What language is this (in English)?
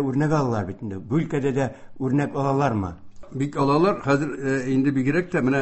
Tatar